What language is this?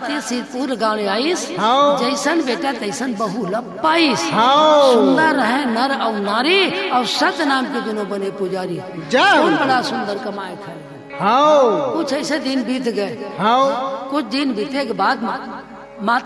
Chhattisgarhi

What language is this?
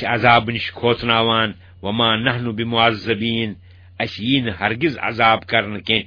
Kashmiri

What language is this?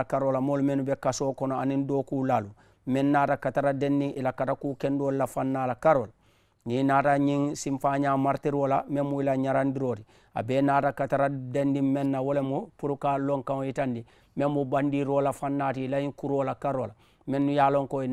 Mandingo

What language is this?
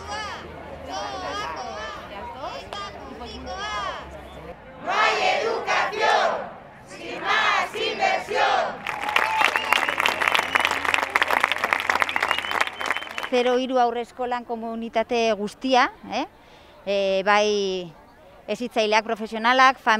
Basque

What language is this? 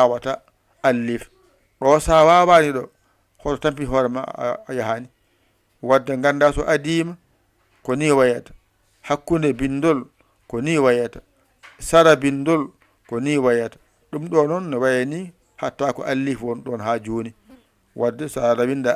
Fula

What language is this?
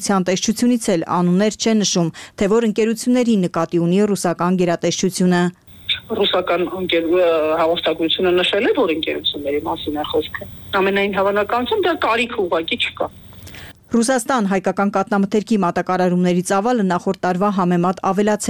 Armenian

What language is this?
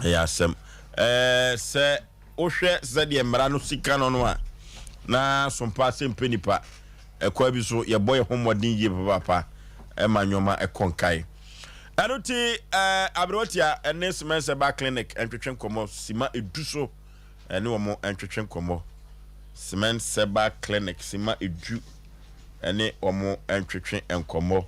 Akan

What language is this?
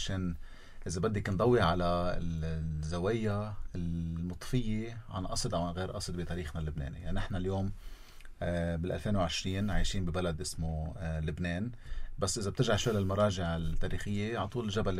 North Levantine Arabic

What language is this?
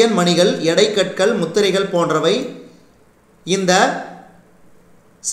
Tamil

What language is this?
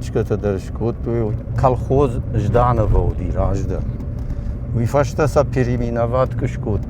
Ossetic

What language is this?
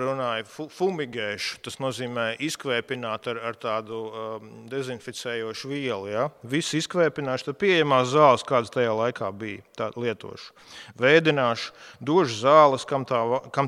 Latvian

